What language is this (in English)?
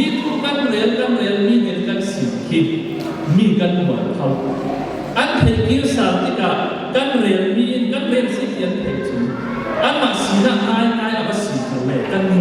Falam Chin